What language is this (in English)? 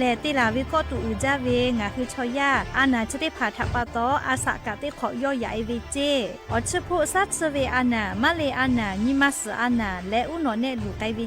Lahu